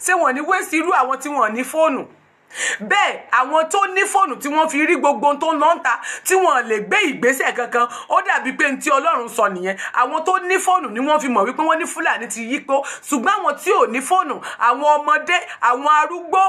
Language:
Yoruba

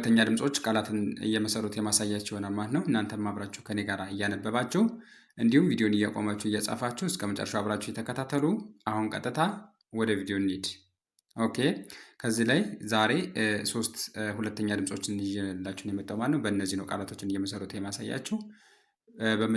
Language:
Amharic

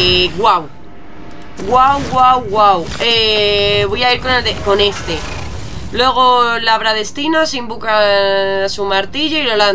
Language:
Spanish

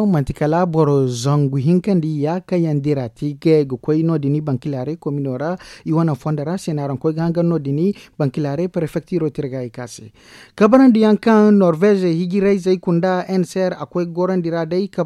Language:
Zarma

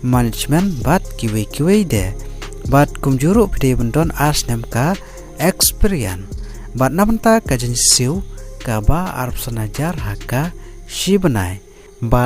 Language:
Khasi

